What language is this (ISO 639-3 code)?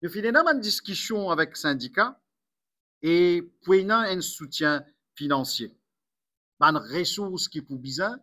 mfe